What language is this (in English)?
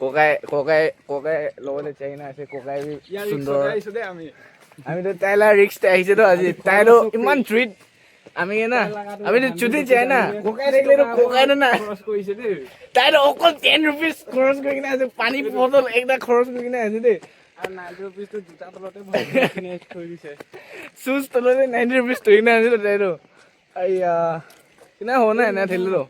Naga Pidgin